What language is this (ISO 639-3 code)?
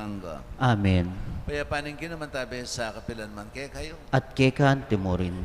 pam